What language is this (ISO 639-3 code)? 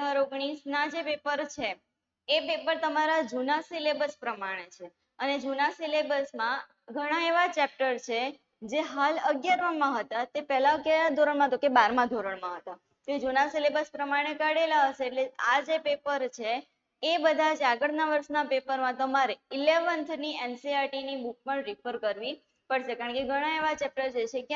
guj